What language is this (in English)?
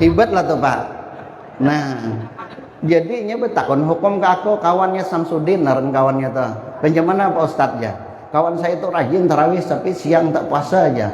Banjar